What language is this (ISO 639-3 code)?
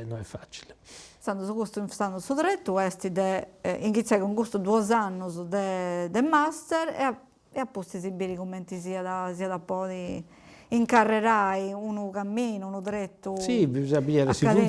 srd